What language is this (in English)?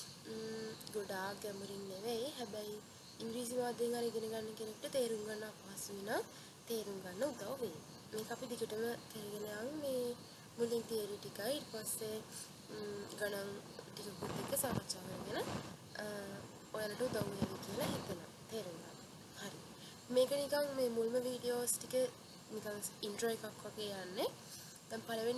Sinhala